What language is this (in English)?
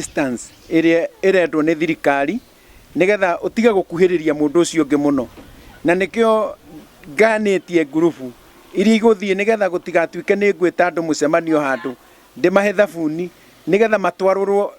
Kikuyu